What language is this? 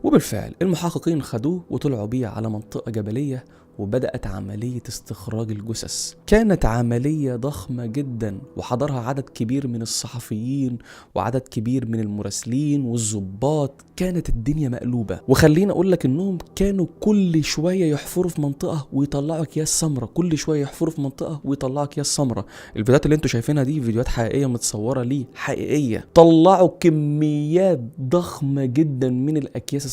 Egyptian Arabic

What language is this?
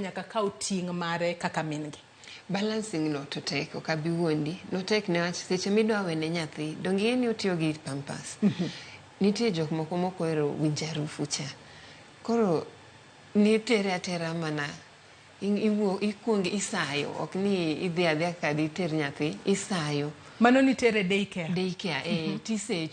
Luo (Kenya and Tanzania)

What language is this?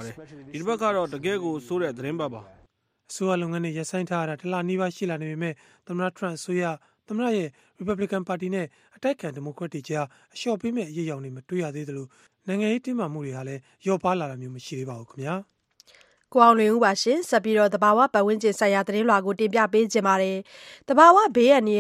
Burmese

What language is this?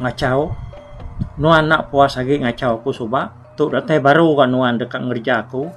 Iban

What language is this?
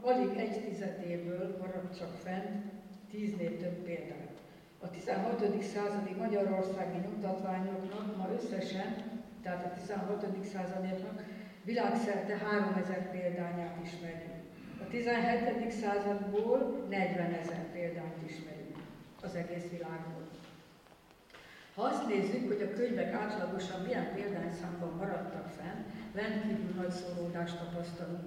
Hungarian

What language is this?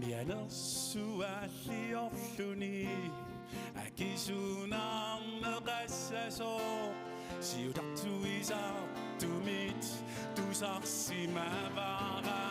Kalaallisut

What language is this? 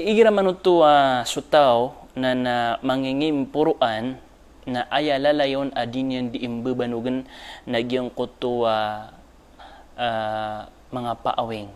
Maranao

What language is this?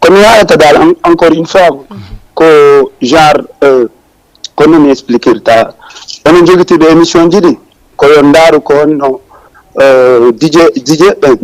Fula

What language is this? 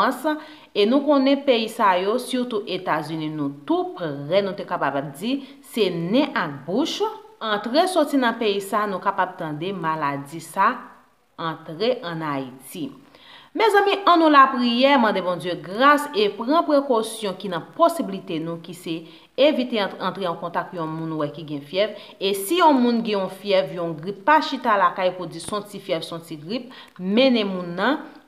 Haitian Creole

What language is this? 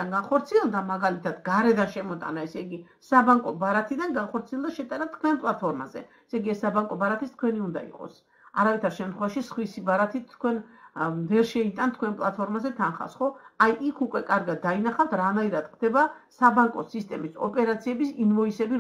Georgian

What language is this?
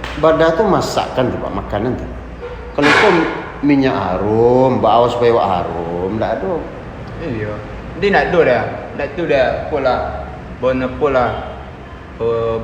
Minangkabau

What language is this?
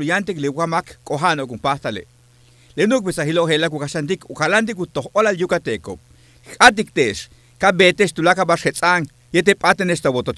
Yucateco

